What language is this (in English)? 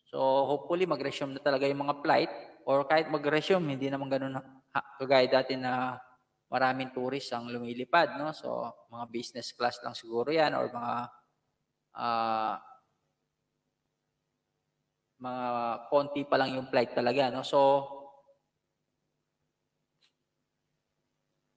Filipino